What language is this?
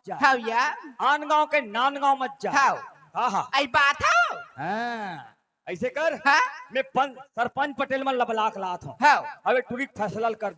Chhattisgarhi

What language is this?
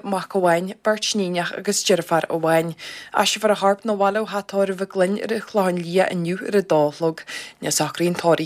Irish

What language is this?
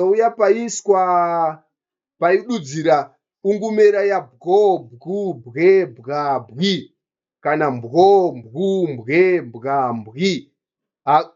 Shona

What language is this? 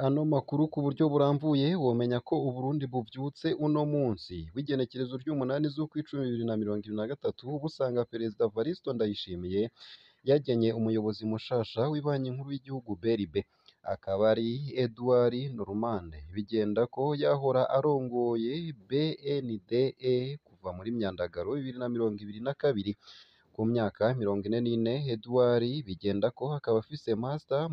Rundi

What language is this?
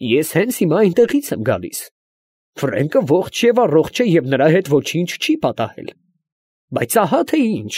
Armenian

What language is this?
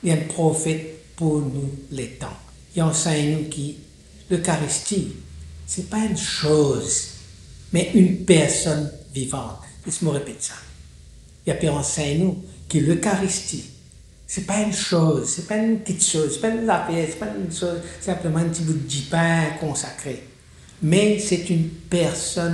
Morisyen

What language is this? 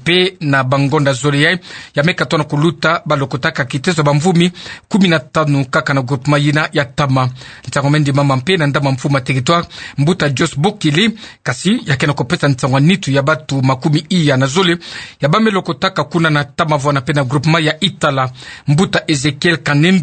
Kituba (Democratic Republic of Congo)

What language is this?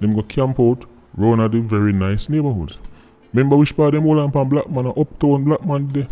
Jamaican Creole English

